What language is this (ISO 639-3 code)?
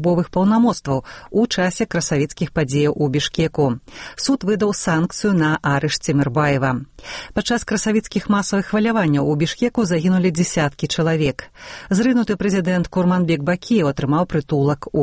bel